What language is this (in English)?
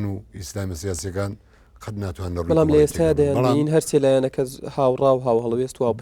Central Kurdish